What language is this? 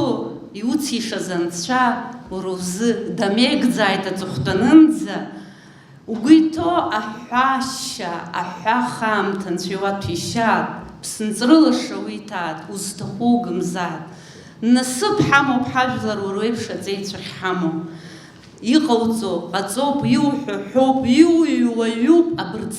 Abkhazian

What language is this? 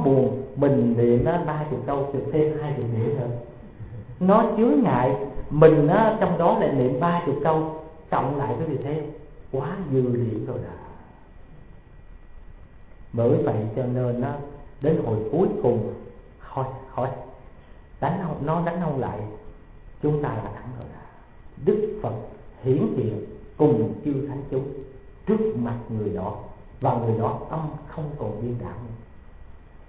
Vietnamese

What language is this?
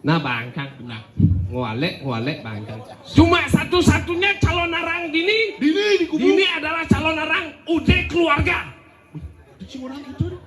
Balinese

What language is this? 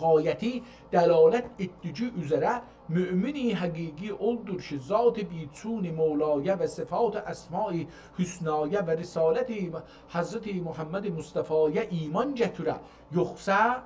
South Azerbaijani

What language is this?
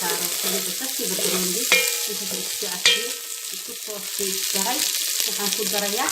Somali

